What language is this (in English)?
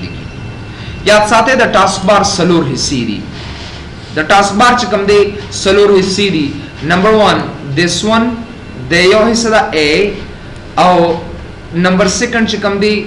Pashto